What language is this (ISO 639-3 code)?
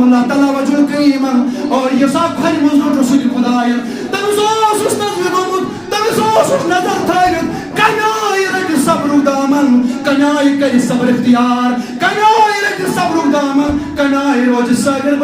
kas